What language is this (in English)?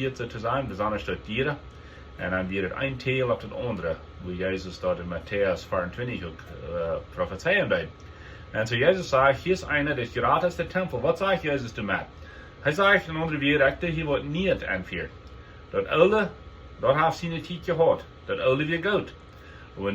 Plautdietsch